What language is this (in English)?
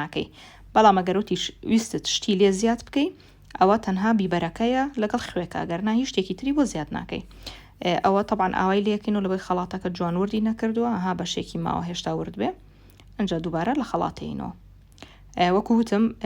Central Kurdish